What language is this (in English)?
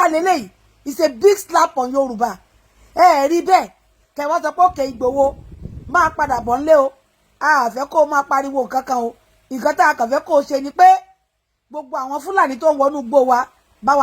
Yoruba